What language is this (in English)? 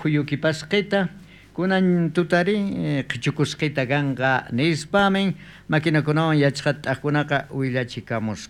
South Bolivian Quechua